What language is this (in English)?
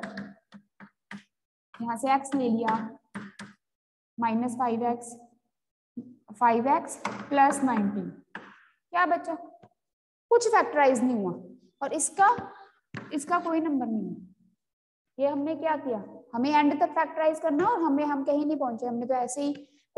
Hindi